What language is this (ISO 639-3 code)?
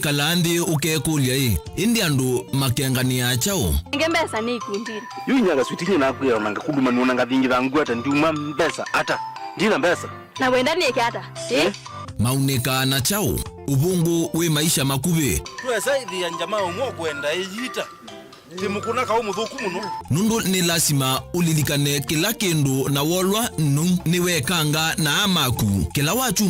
kam